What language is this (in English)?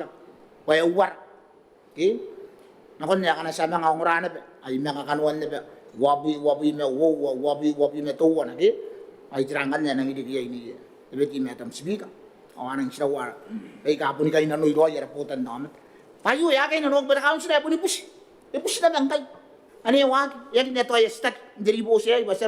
Gilbertese